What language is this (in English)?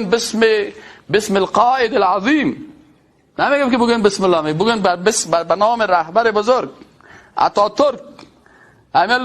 Persian